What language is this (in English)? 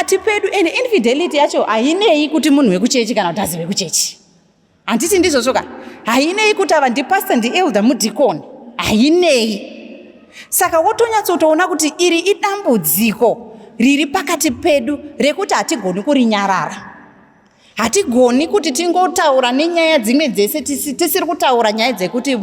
Shona